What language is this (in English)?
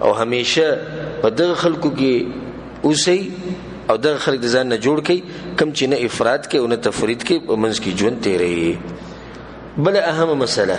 Pashto